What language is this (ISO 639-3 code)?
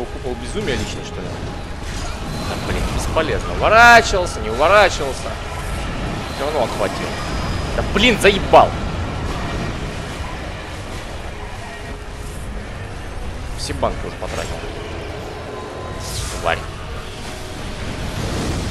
rus